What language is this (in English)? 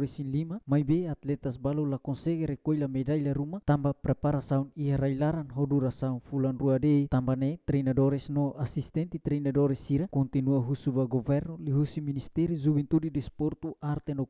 Tetum